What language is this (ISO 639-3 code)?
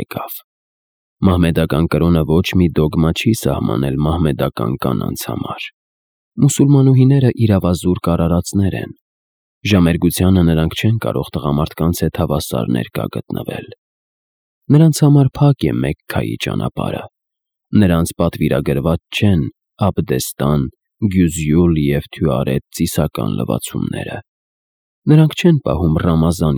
hye